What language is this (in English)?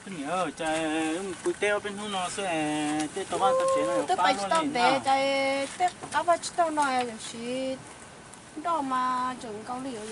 Hmong